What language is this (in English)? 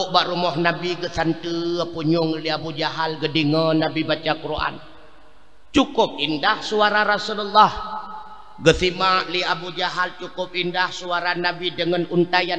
Achinese